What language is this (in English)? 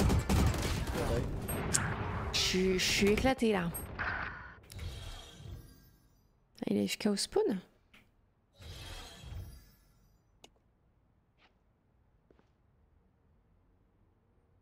French